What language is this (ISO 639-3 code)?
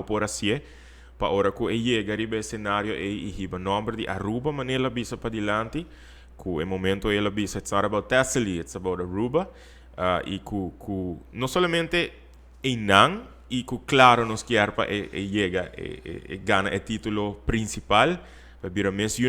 pap